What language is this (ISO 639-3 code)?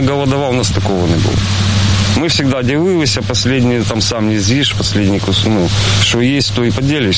ukr